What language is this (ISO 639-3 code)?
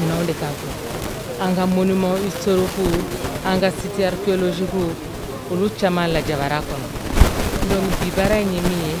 bam